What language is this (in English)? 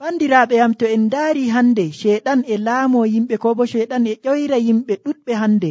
Nigerian Fulfulde